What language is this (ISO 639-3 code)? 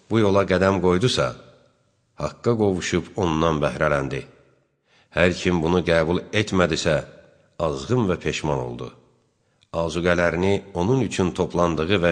aze